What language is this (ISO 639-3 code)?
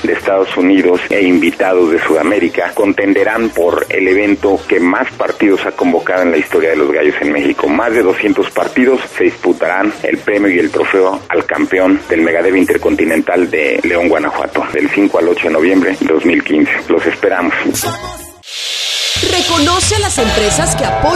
spa